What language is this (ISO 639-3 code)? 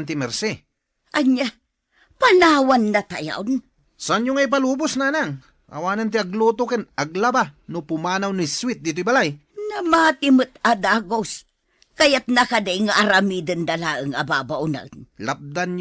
ilo